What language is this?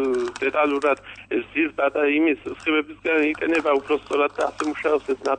Georgian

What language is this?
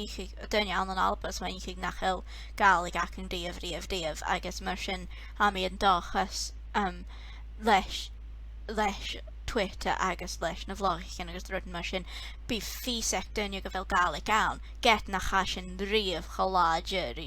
Scottish Gaelic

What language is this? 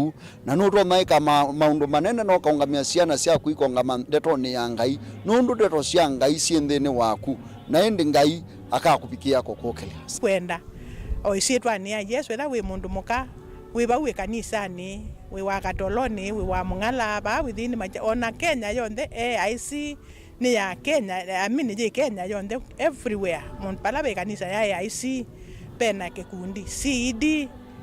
Kamba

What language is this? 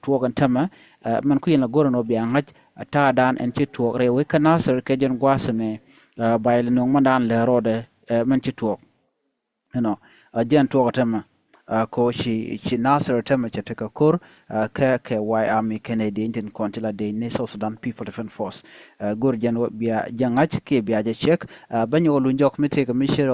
Nuer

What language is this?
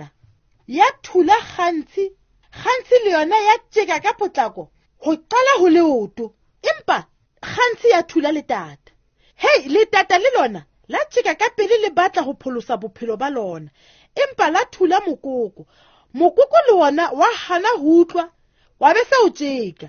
Southern Sotho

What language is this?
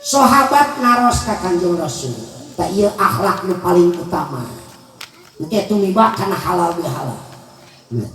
Sundanese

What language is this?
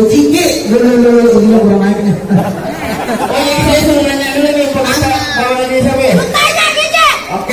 Betawi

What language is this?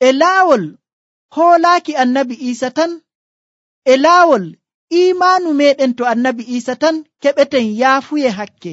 Nigerian Fulfulde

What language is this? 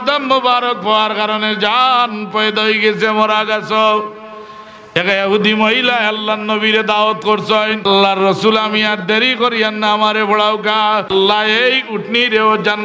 Sylheti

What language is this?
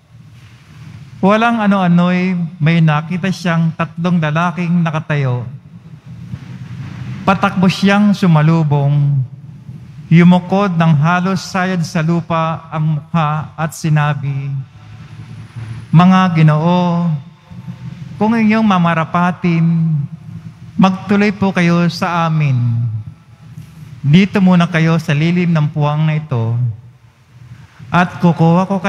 Filipino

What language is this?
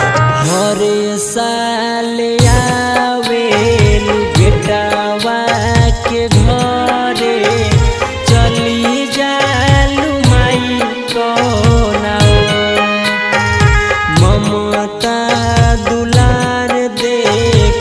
Bhojpuri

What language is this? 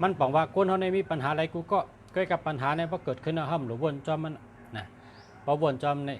Shan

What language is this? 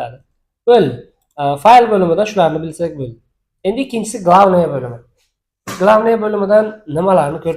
Uzbek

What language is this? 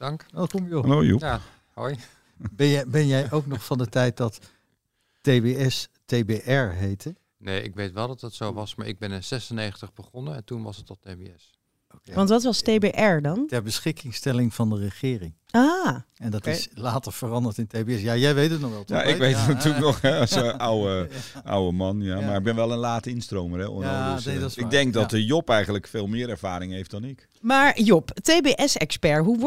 Dutch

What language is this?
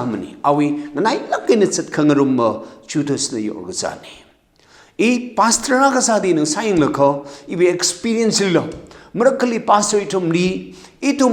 Tangkhul Naga (India)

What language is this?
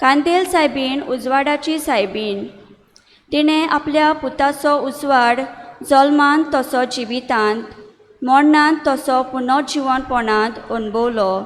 Konkani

